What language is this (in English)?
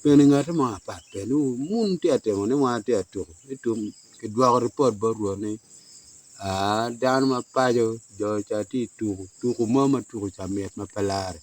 Acoli